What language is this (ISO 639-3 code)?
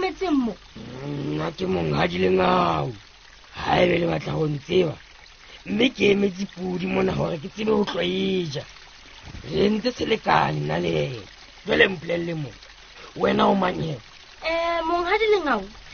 sot